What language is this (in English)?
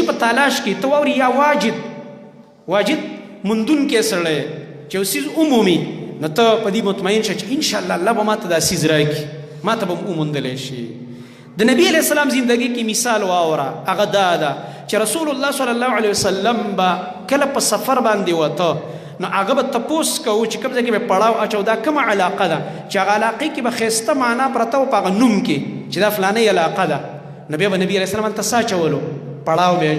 Pashto